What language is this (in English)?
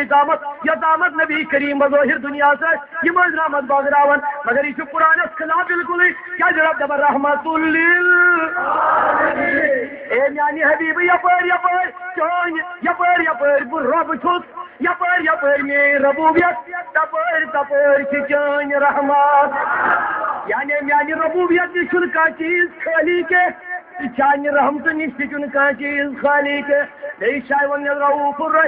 Kashmiri